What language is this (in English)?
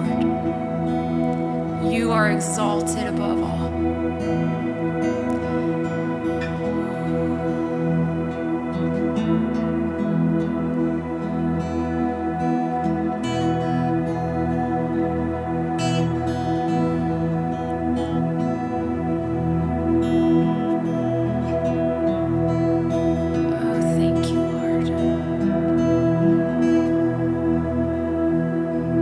English